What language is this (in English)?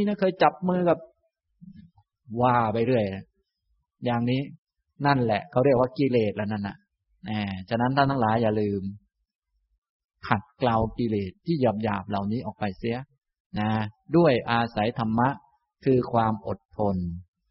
Thai